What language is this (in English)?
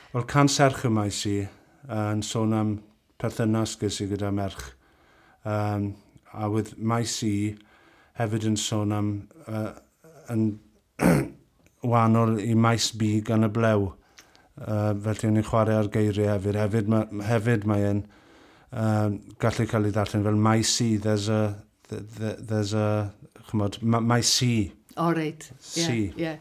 Welsh